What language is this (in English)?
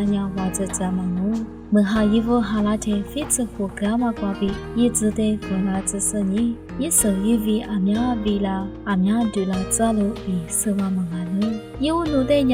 Lisu